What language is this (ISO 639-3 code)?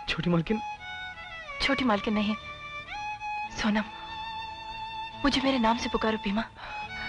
hin